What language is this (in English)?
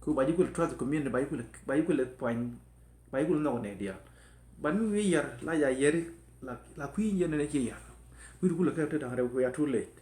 Nuer